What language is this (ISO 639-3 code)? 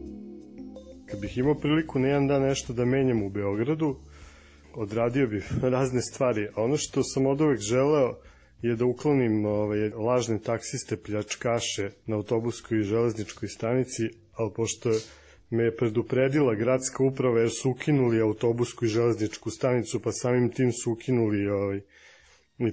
srp